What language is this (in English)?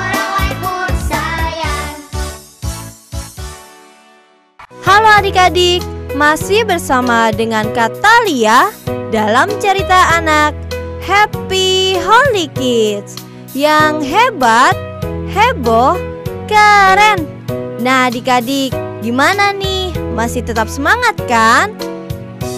Indonesian